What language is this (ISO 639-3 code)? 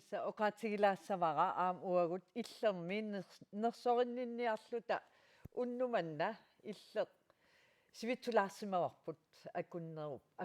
kal